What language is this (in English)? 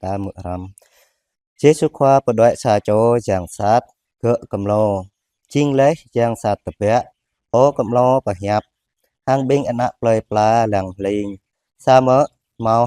Jarai